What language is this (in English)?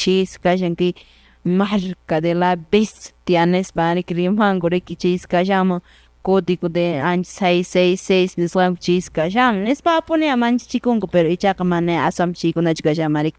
Quechua